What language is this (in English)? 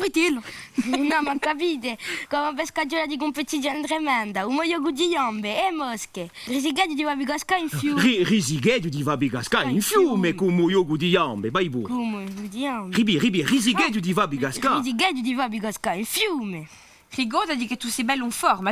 Corsican